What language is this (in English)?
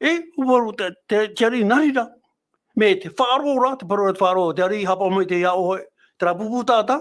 Tahitian